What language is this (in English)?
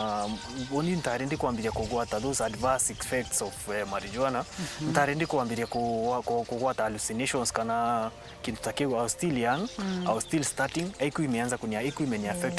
Meru